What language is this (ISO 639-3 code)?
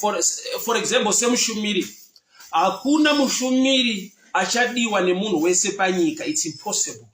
sna